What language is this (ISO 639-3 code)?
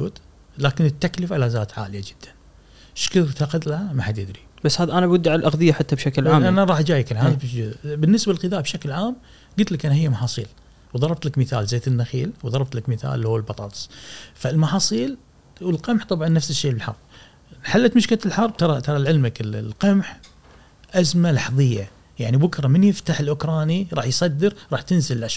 afb